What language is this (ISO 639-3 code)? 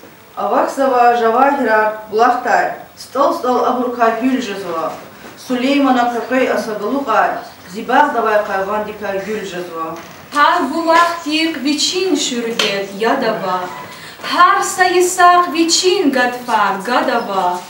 lez